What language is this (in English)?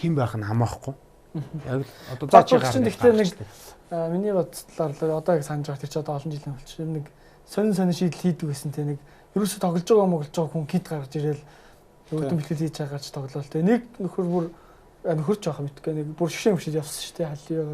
Mongolian